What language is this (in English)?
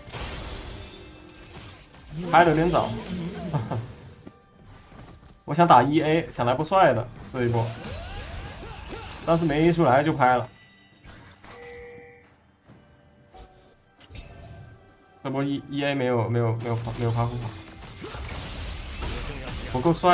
Chinese